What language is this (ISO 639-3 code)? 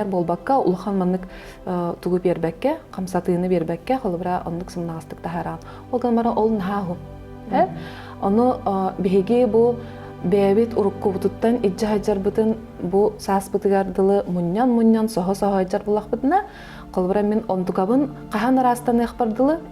sah